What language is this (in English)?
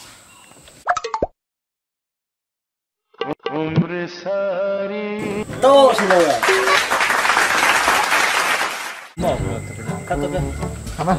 Iban